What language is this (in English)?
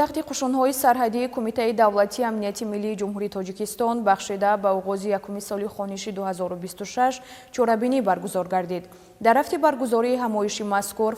Tajik